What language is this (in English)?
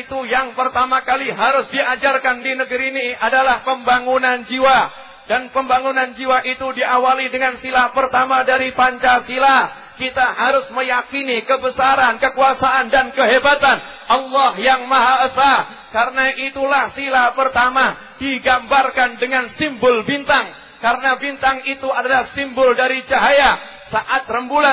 Indonesian